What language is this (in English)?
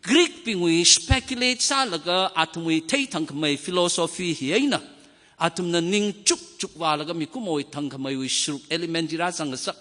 Tangkhul Naga (India)